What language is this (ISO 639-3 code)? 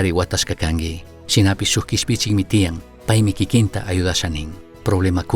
qug